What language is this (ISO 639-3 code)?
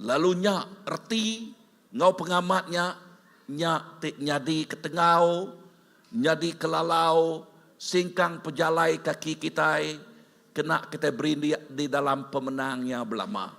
iba